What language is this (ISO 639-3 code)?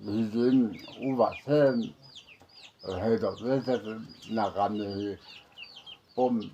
nri